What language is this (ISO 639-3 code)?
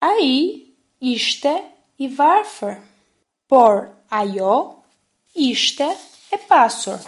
sqi